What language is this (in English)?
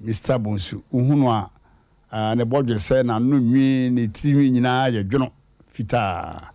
Akan